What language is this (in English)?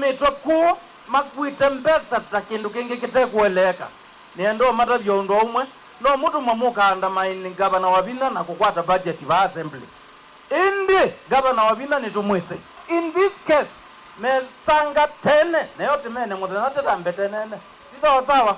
Kamba